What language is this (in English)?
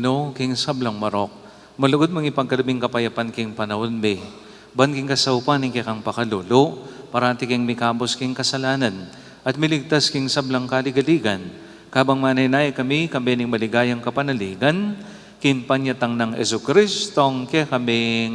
Pampanga